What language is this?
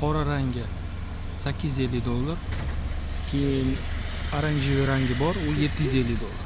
Uzbek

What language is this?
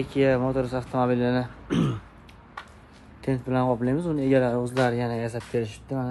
Uzbek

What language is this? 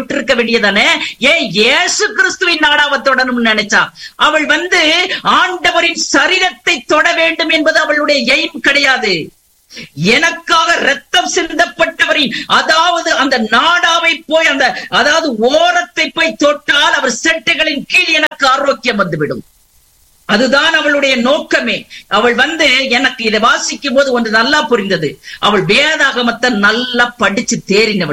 Tamil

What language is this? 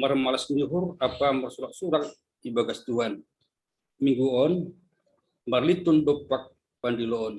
Batak Simalungun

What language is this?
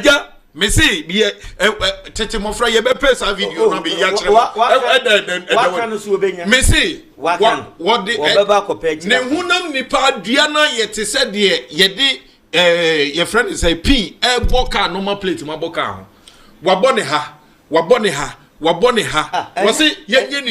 Akan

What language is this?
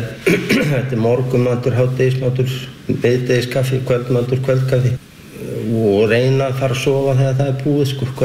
Icelandic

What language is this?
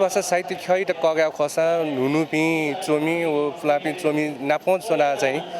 Newari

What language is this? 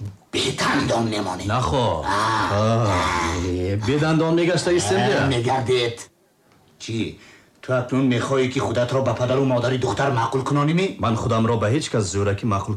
Tajik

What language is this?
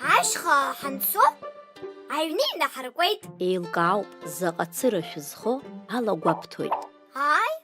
Abkhazian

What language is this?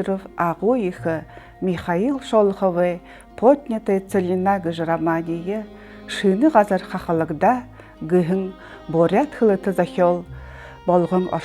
Buriat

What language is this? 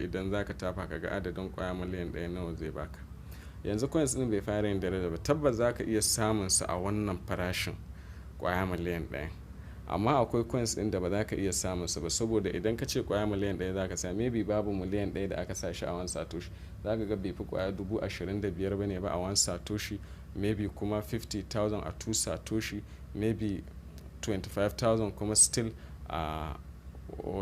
Hausa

